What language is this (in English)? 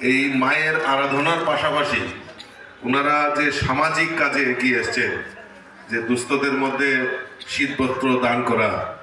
Kok Borok